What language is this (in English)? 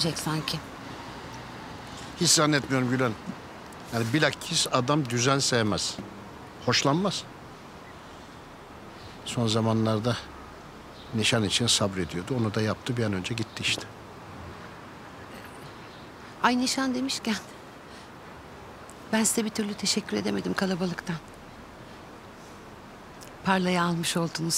Turkish